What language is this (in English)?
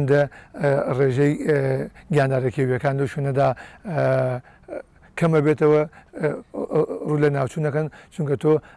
Central Kurdish